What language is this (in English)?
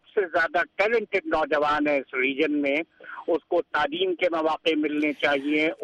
Urdu